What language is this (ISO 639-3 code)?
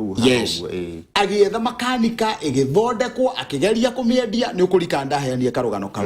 kik